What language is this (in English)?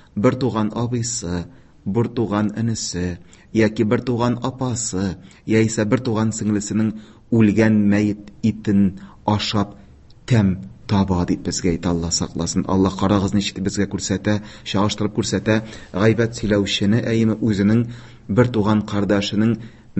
Tatar